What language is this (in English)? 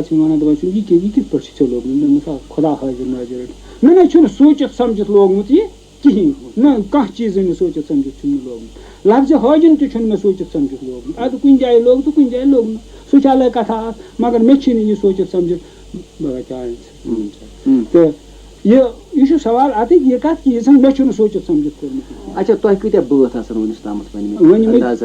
Kashmiri